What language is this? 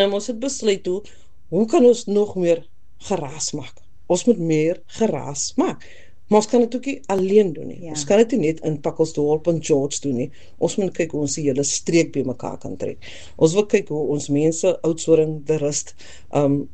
Afrikaans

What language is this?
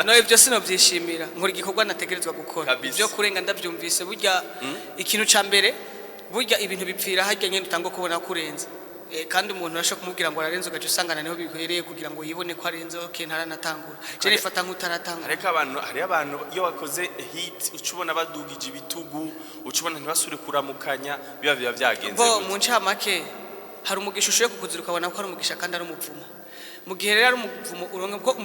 Rundi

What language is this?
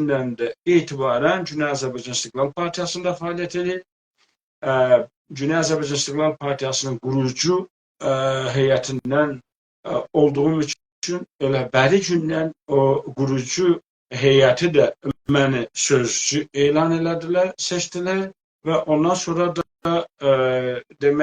South Azerbaijani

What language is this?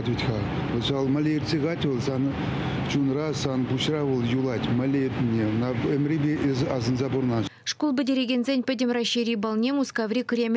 Chuvash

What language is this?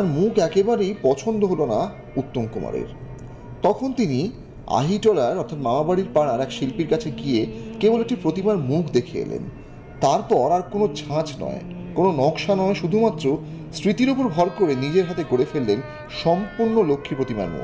Bangla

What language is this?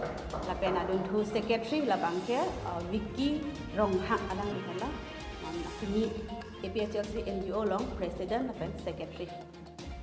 Karbi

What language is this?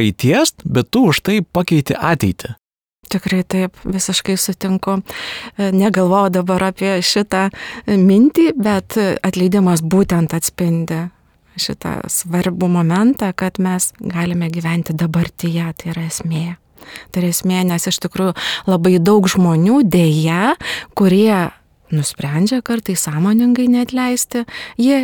Lithuanian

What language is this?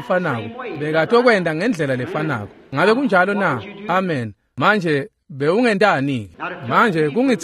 Swati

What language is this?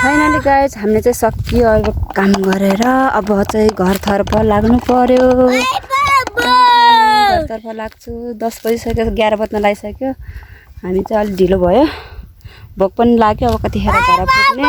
Nepali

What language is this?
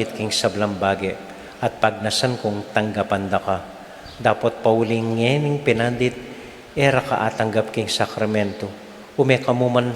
Pampanga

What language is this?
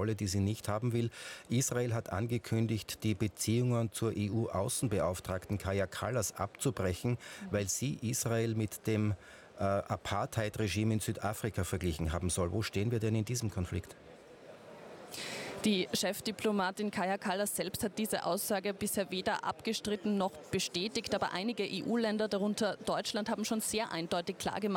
German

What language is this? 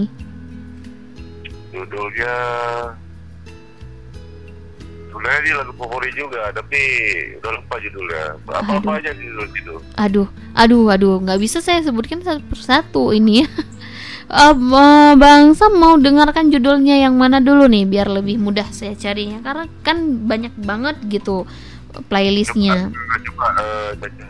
Indonesian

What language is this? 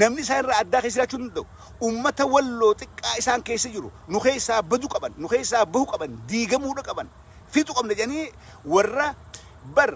Oromo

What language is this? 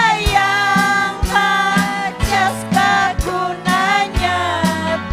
Ayacucho Quechua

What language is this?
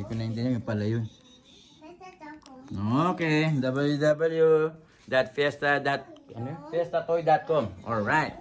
Filipino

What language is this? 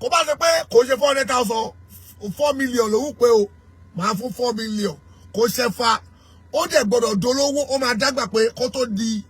Yoruba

